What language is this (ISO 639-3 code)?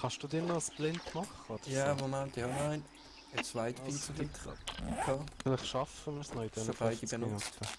gsw